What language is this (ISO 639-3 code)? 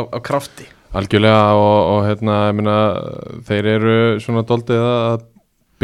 isl